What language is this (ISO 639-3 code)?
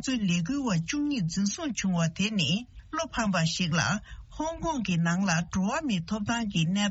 bod